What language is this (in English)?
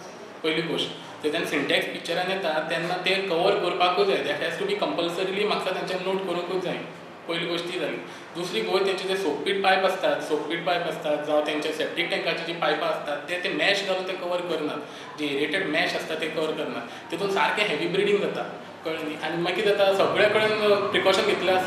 Konkani